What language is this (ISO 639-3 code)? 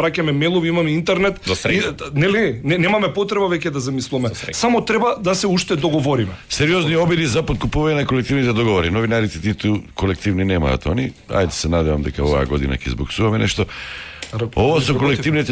mkd